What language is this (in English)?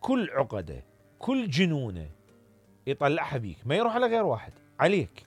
Mesopotamian Arabic